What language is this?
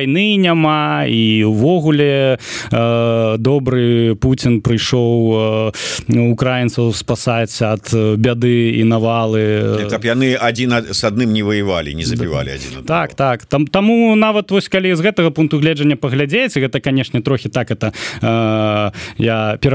Belarusian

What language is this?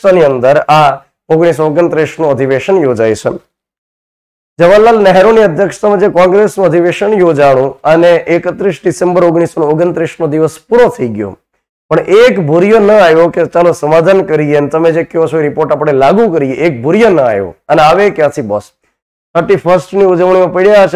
Gujarati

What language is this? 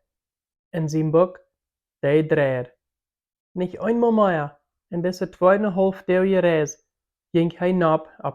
Plautdietsch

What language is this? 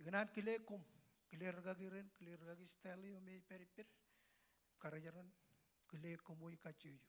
Marshallese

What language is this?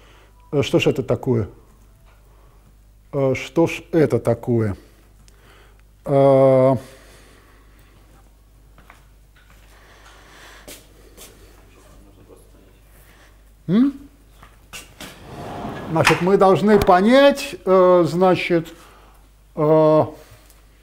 Russian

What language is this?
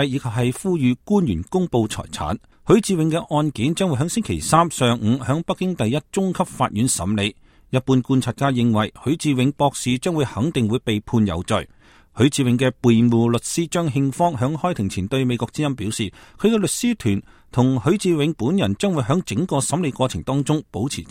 Cantonese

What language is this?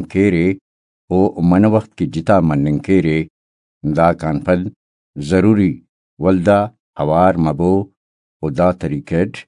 Brahui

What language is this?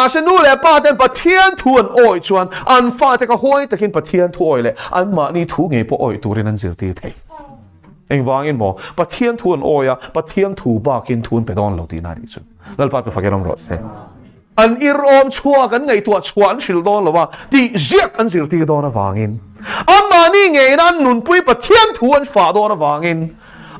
Mizo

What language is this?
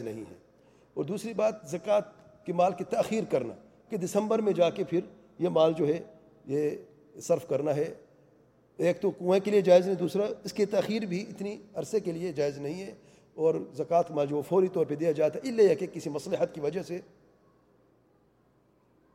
Urdu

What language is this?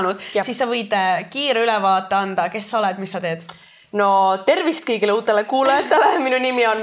Estonian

